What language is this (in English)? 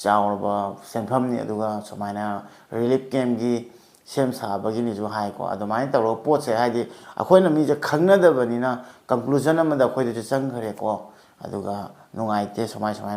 Manipuri